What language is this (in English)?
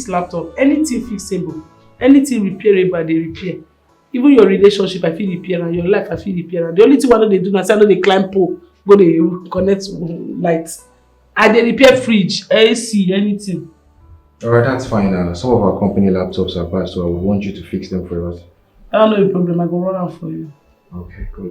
Nigerian Pidgin